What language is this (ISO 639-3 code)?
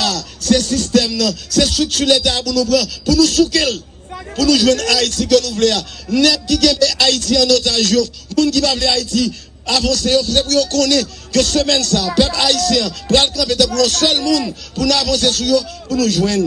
hat